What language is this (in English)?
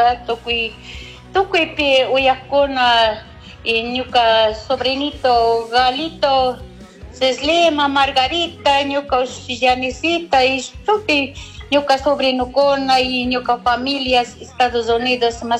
Chimborazo Highland Quichua